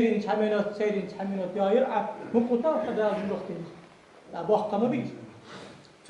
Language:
Ingush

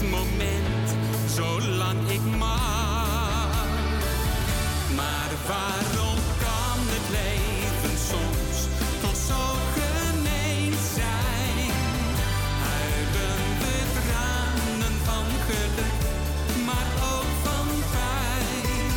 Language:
Dutch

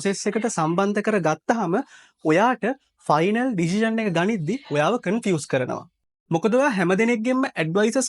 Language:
Sinhala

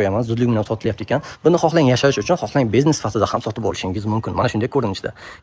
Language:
Uzbek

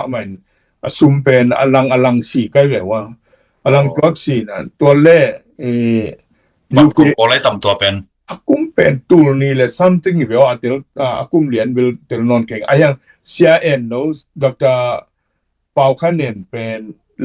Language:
Tedim Chin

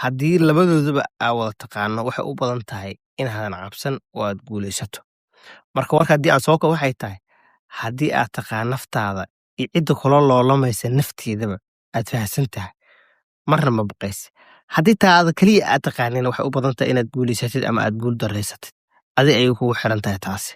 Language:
Somali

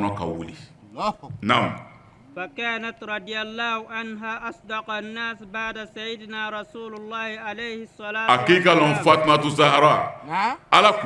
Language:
Bambara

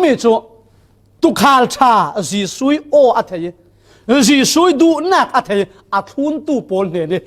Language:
Falam Chin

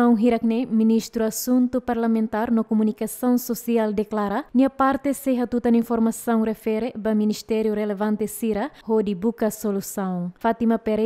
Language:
Tetum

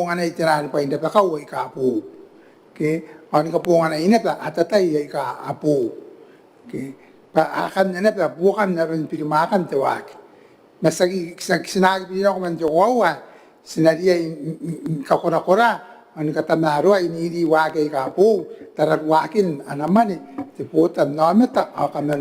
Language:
Gilbertese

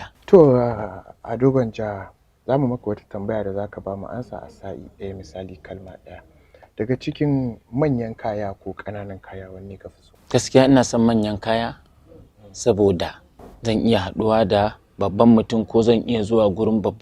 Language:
Hausa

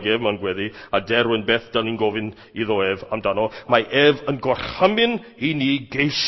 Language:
Welsh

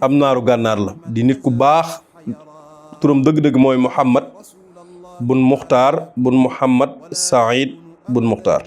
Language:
Wolof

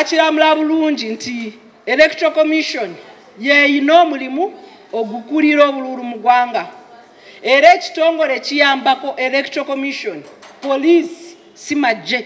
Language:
Ganda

